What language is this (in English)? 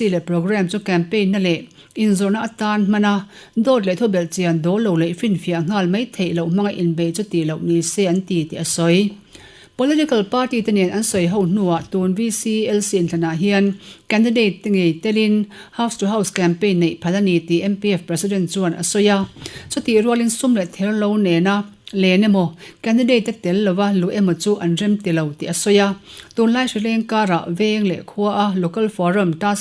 Mizo